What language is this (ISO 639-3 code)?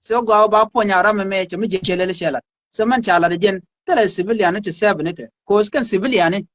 nus